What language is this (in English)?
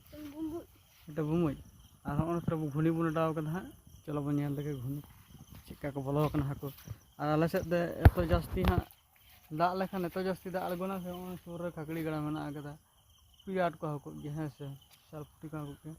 Santali